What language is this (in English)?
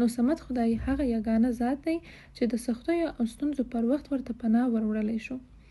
Pashto